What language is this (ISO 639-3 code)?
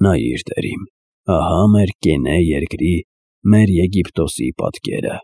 hye